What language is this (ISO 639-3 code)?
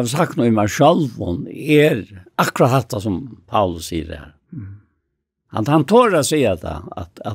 fao